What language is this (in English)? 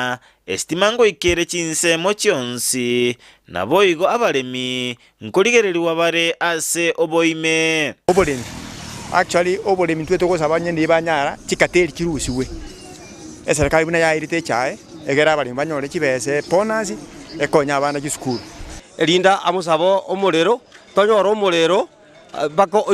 Gusii